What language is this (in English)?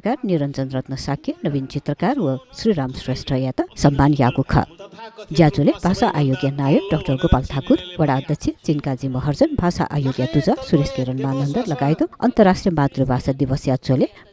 Newari